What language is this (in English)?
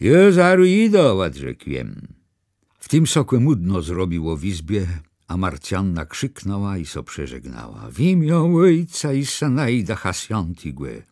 Kashubian